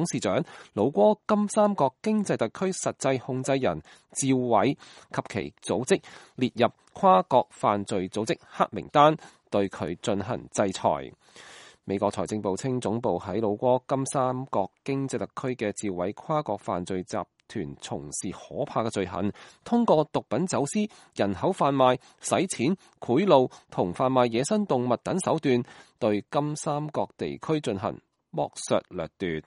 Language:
Cantonese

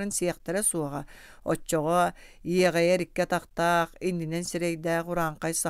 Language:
Yakut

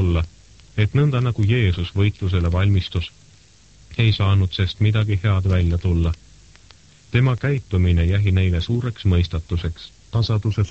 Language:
Estonian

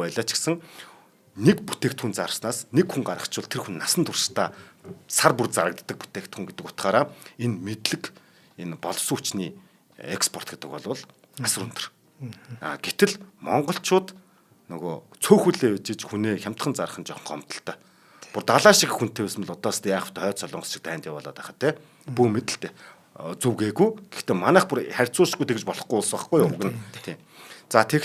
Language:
Mongolian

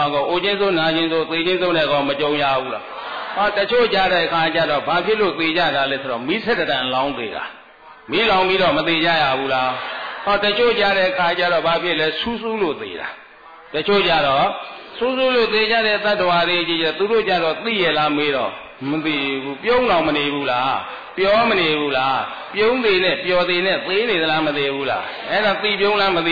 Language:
Burmese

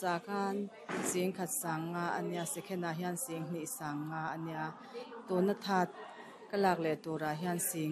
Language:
Mizo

